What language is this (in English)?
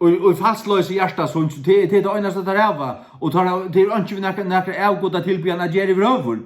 Faroese